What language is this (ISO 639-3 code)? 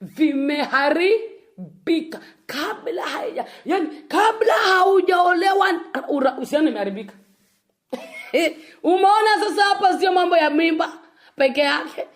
swa